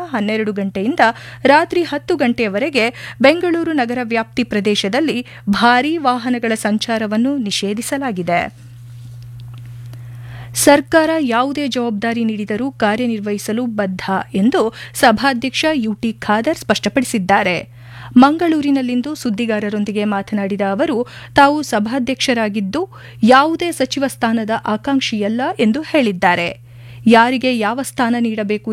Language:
Kannada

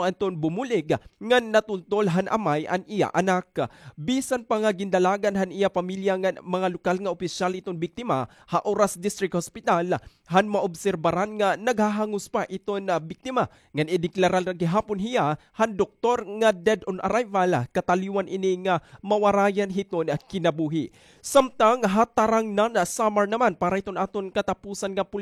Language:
Waray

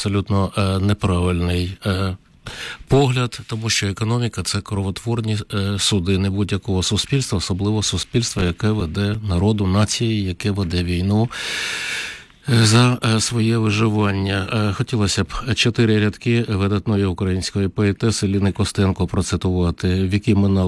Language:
Ukrainian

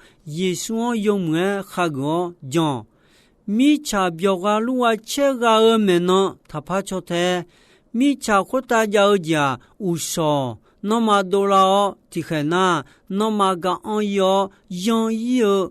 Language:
Akha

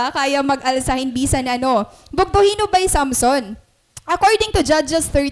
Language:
Waray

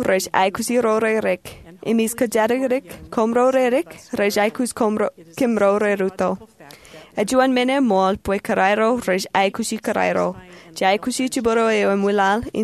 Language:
Marshallese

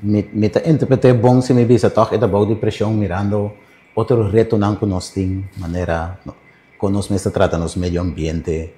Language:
Papiamento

